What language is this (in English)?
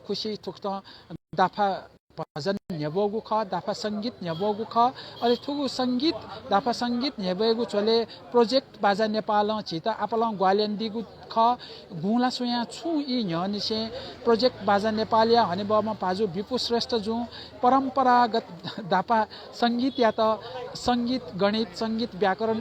Newari